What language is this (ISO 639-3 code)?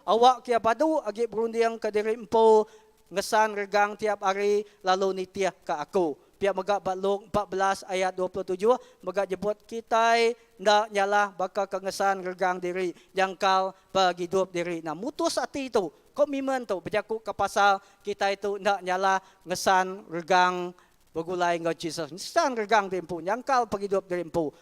iba